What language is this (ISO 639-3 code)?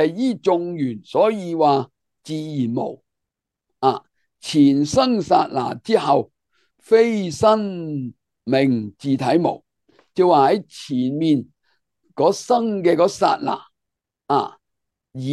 yue